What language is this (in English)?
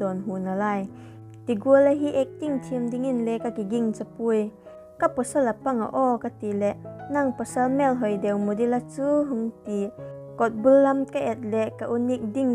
Vaiphei